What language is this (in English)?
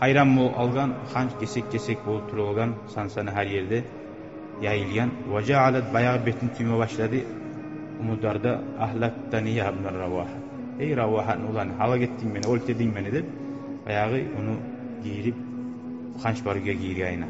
Kumyk